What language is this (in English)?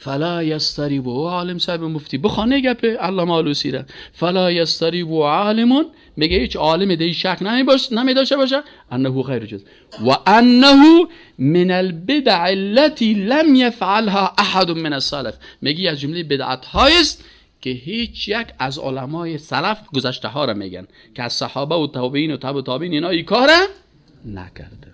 Persian